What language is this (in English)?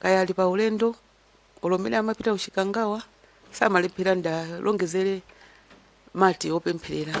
Nyanja